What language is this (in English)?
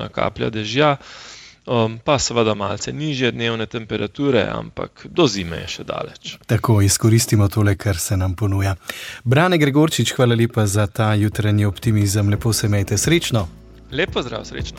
Slovenian